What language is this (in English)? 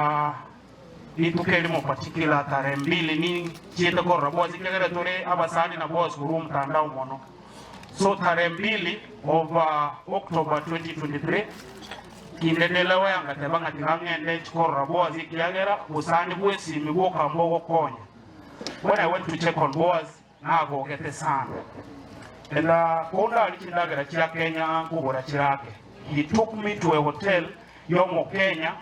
Gusii